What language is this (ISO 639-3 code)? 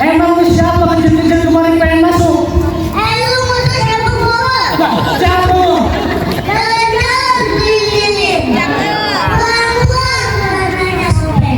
bew